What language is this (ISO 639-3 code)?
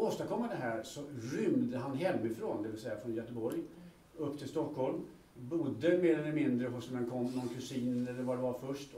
swe